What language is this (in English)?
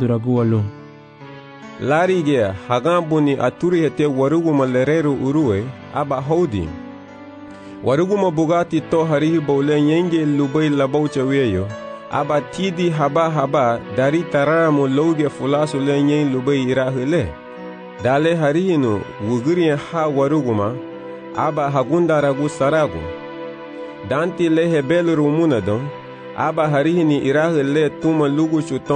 Garifuna